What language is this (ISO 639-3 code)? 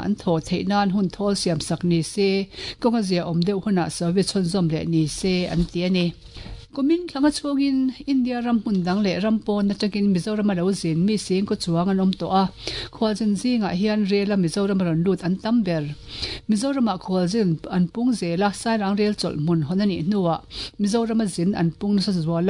lus